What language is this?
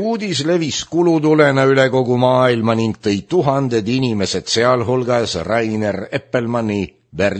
Estonian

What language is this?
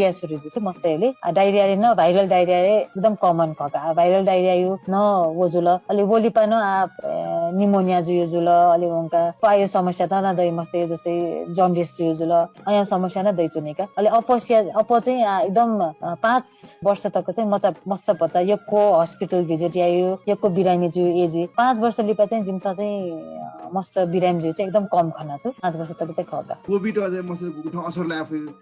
Newari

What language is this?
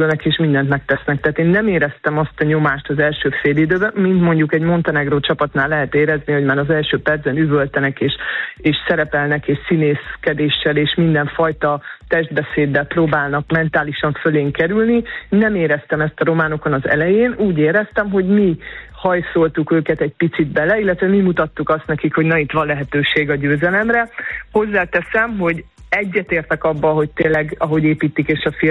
Hungarian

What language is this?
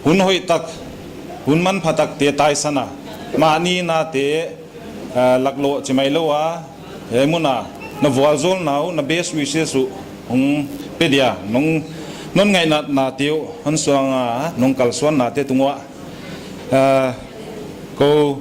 Paite Chin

